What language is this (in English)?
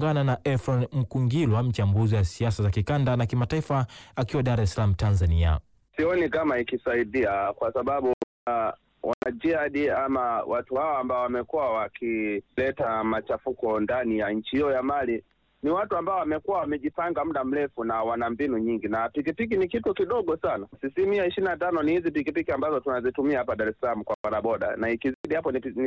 Swahili